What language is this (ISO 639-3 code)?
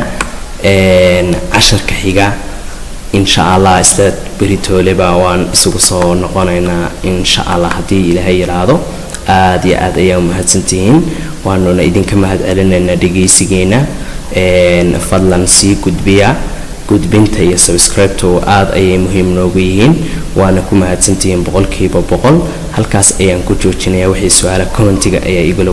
som